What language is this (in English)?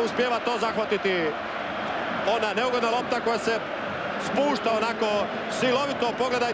Croatian